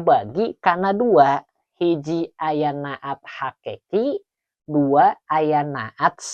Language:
Sundanese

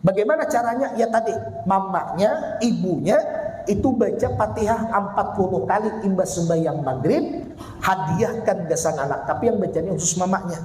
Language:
Banjar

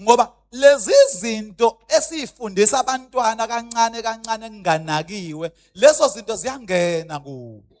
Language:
Zulu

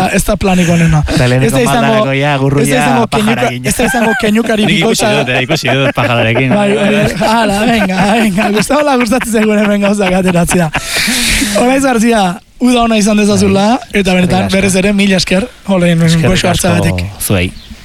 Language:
Basque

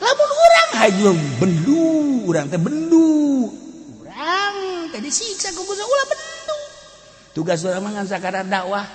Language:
Sundanese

